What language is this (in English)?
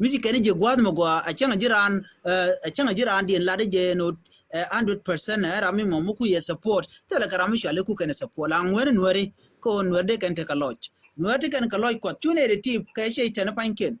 Nuer